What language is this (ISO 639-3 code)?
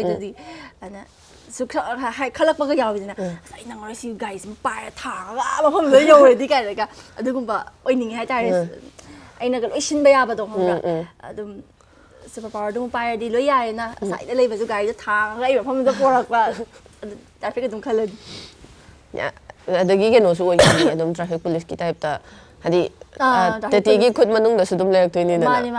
mni